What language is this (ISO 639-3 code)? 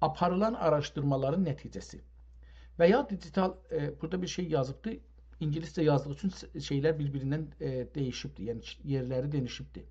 azb